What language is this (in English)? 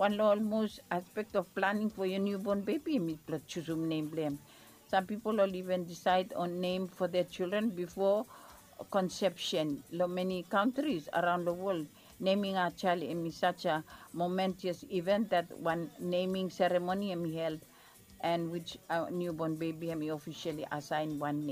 Bislama